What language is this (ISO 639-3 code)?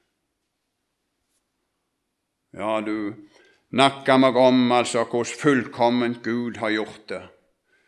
nor